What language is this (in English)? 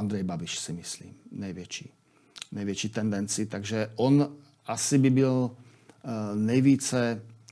Czech